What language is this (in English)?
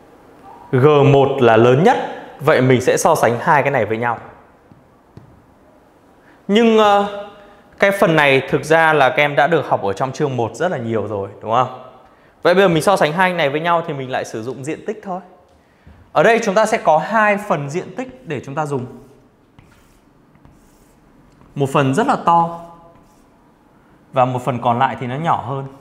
Vietnamese